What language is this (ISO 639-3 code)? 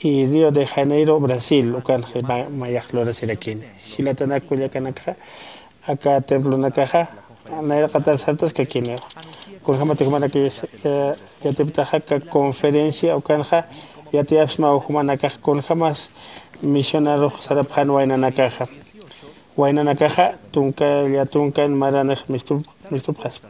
aym